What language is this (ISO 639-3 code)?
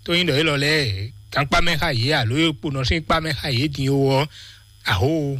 fon